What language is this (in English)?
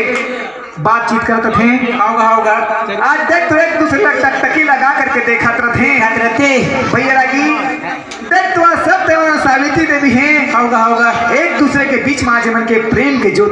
Chhattisgarhi